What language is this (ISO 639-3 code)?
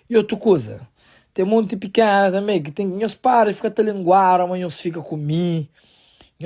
kea